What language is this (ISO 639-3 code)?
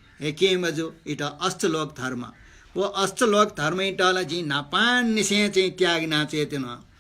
new